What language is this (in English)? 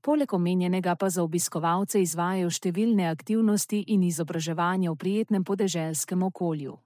Slovenian